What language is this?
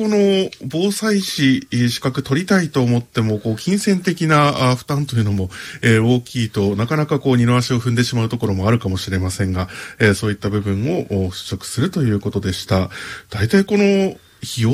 Japanese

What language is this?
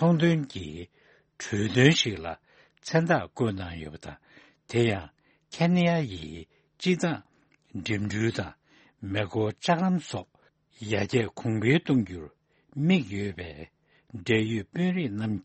Tibetan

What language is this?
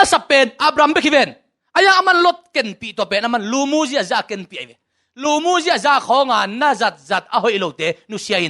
Tedim Chin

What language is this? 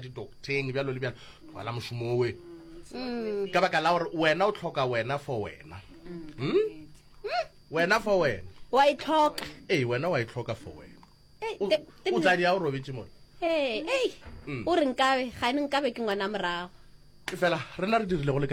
Northern Sotho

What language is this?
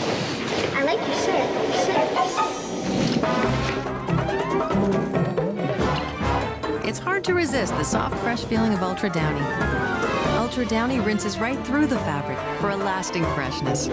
English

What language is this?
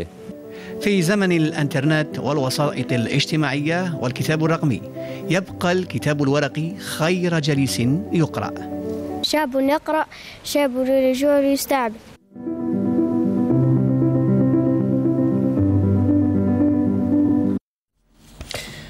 Arabic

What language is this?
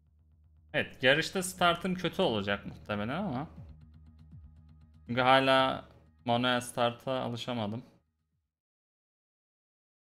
Turkish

